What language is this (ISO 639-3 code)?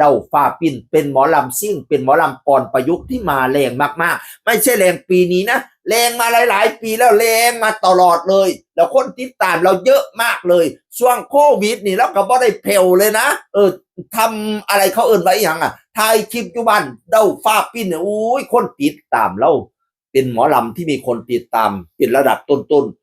tts